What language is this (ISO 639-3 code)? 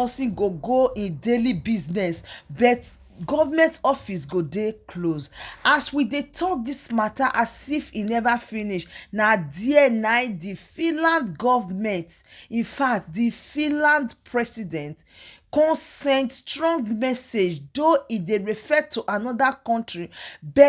pcm